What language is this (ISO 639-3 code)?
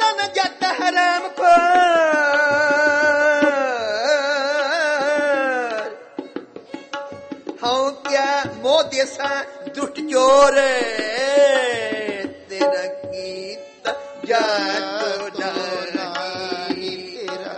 pan